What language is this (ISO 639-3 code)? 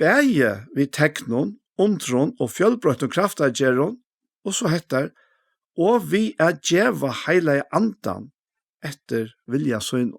fao